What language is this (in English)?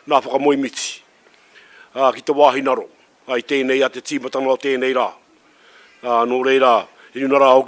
Māori